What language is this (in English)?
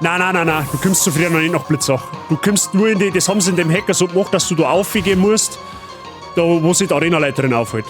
Bavarian